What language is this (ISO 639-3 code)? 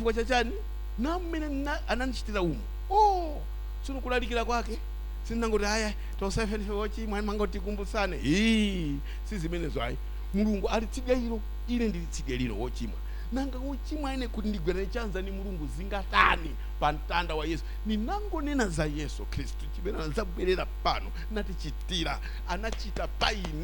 nya